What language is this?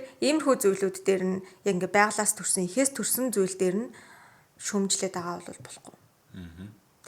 Mongolian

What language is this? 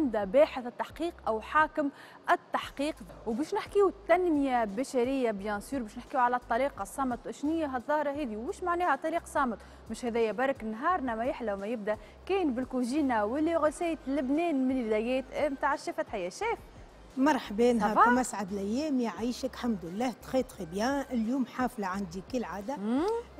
Tunisian Arabic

